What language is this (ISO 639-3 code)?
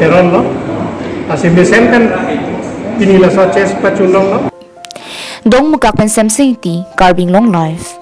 mjw